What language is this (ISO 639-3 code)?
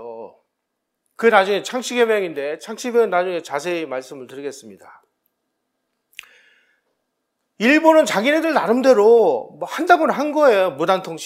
kor